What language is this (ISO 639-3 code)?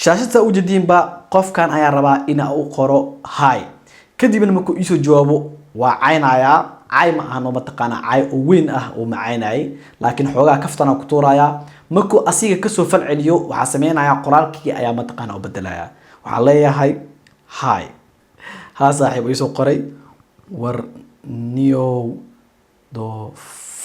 som